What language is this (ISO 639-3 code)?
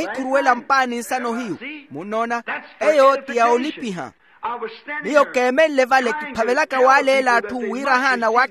vmw